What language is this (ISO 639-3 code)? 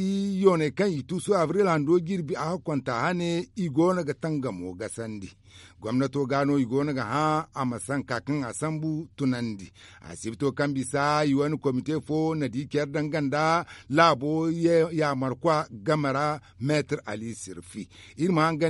dje